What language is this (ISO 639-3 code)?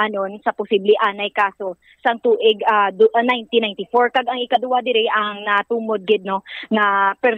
hil